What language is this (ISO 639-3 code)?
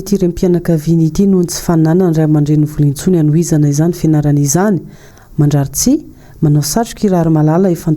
mlg